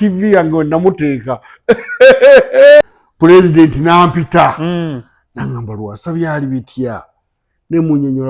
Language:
Ganda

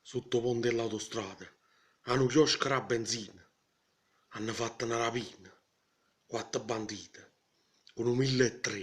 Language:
Neapolitan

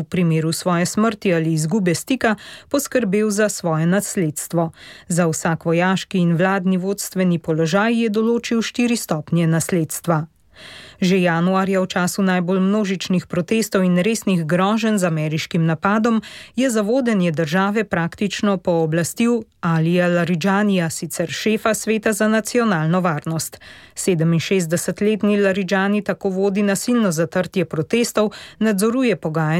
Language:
Slovenian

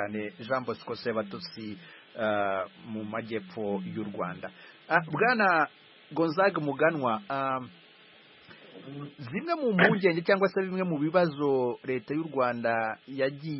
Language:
Kinyarwanda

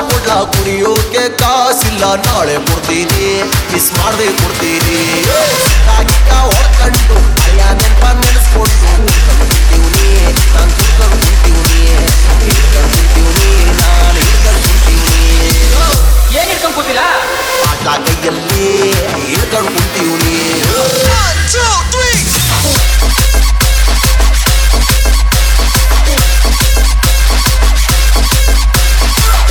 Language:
Kannada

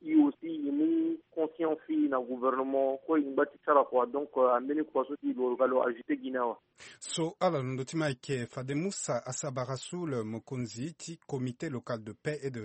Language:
Sango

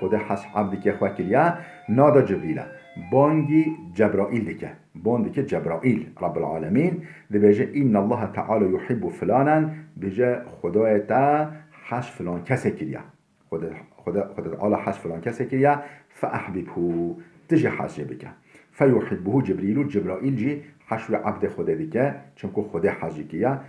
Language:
Kurdish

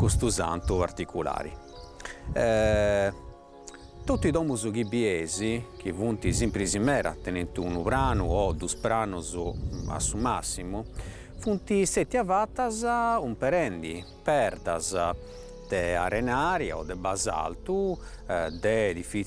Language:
Sardinian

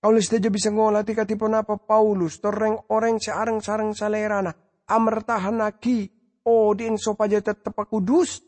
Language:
Madurese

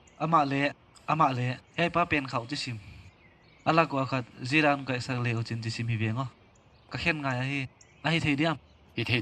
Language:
Paite Chin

